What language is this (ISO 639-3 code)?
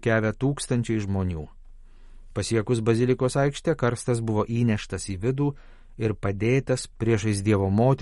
lit